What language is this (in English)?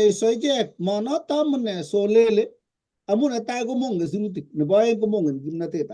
Kalenjin